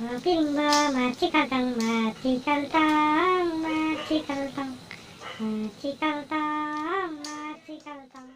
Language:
Garo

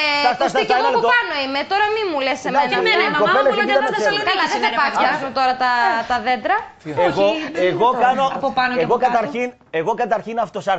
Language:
Greek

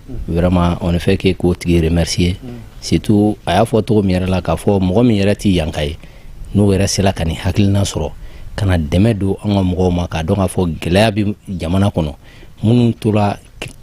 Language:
Bambara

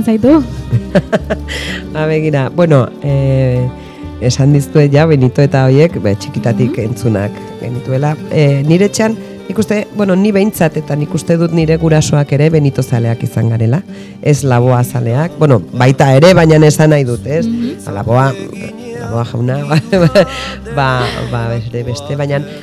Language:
Basque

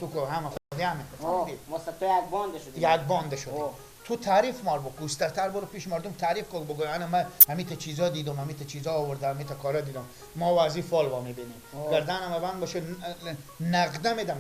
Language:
Persian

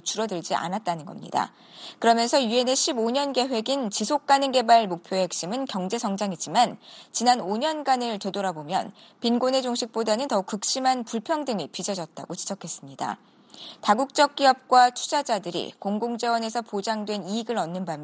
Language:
Korean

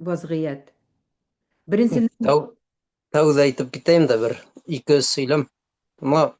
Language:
Bashkir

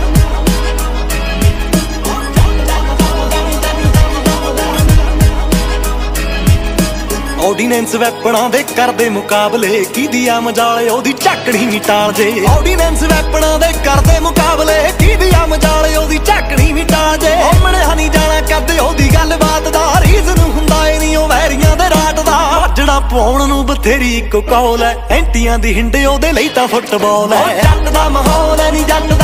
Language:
Punjabi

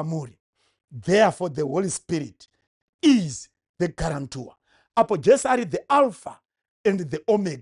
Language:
Shona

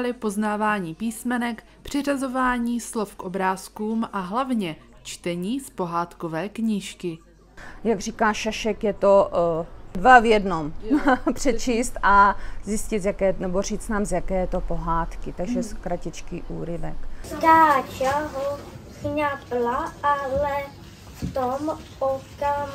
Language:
Czech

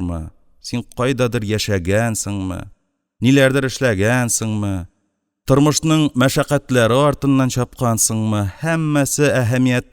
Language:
Tatar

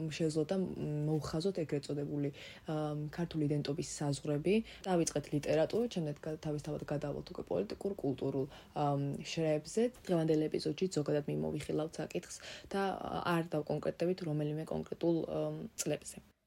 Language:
Georgian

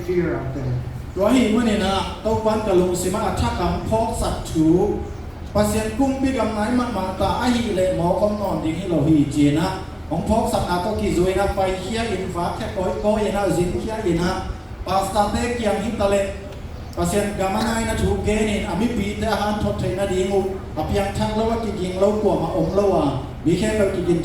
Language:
Tedim Chin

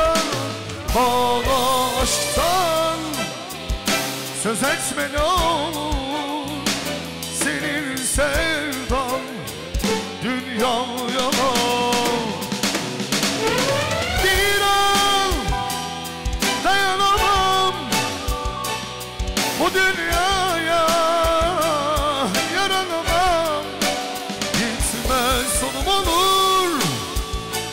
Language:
Turkish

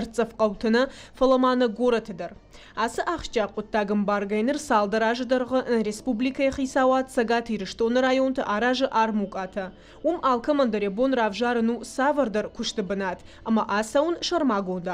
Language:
Ossetic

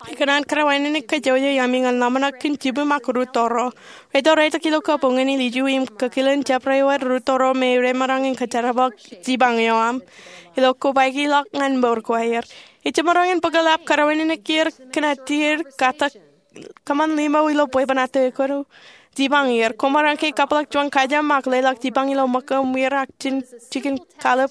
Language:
Marshallese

